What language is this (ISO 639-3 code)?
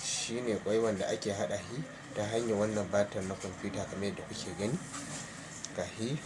hau